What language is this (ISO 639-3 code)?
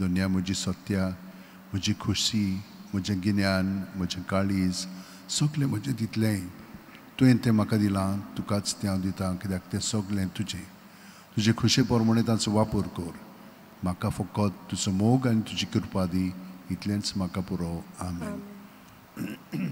kok